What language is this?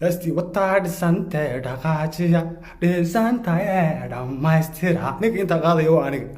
Somali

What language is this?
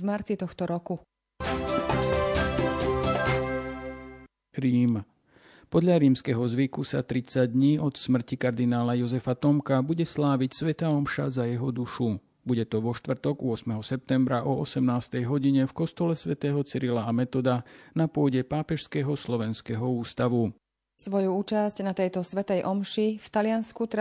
Slovak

